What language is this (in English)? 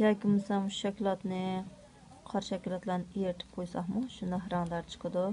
Uyghur